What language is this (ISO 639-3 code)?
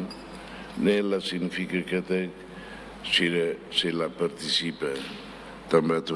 tet